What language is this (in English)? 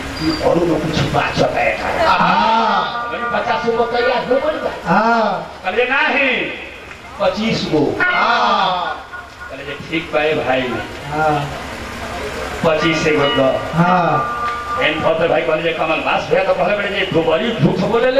Bhojpuri